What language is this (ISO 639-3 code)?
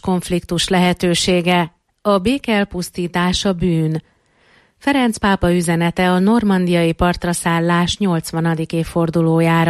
hun